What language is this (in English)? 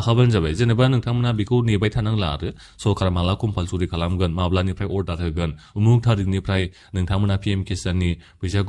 Bodo